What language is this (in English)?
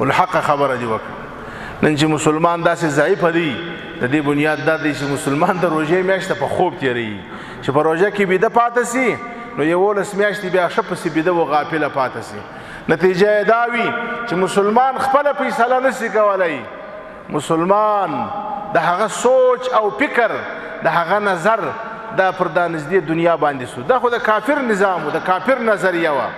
Pashto